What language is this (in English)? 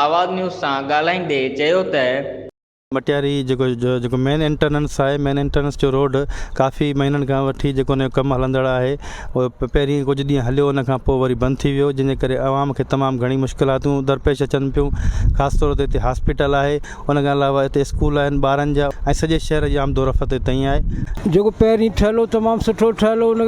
Sindhi